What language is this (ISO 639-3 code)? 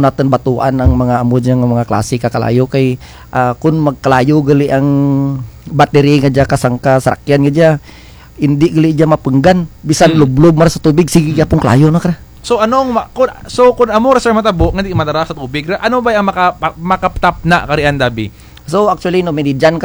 krj